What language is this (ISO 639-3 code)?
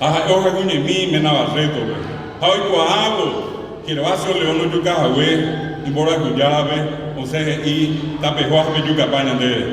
grn